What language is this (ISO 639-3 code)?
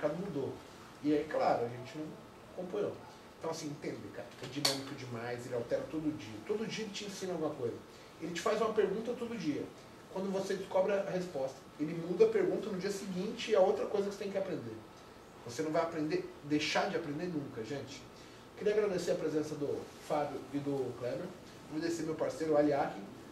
por